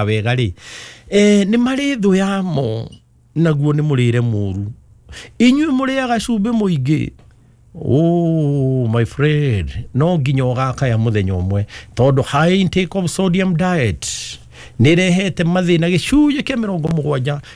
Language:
Kikuyu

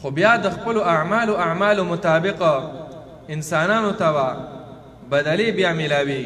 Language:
Pashto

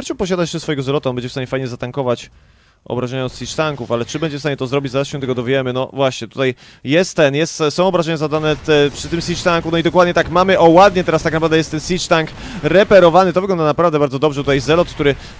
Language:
Polish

